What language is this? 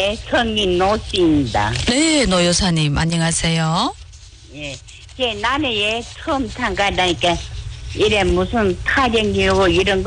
Korean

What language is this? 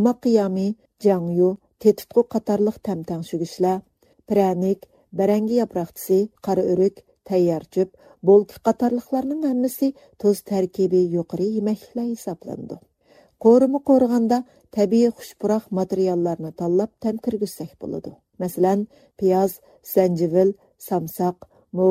Uyghur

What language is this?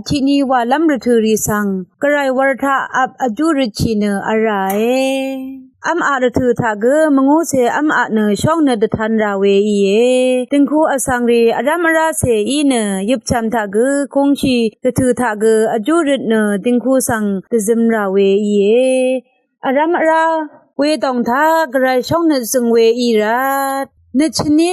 Rawang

